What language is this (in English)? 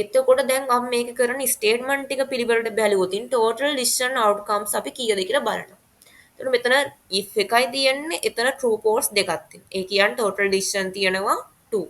Sinhala